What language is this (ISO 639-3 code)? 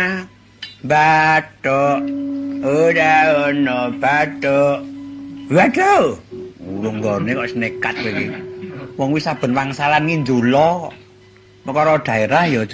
jav